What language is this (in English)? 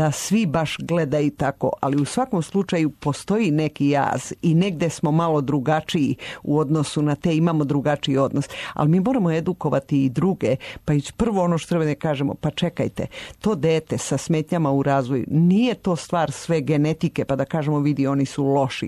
Serbian